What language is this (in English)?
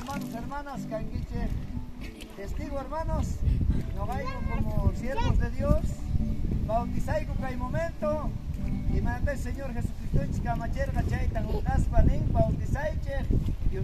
South Bolivian Quechua